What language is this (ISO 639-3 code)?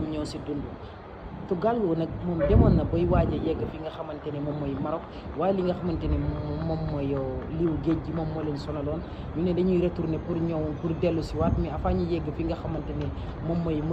wol